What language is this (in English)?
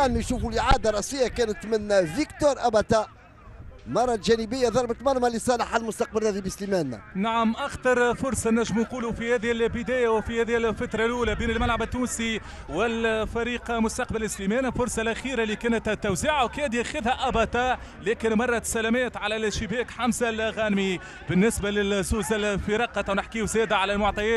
Tunisian Arabic